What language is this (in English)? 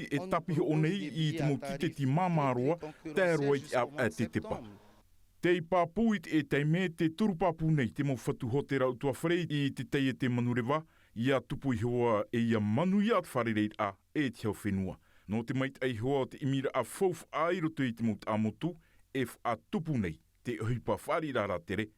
Tahitian